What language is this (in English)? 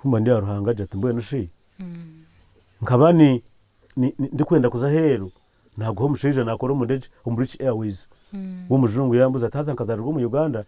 Nyankole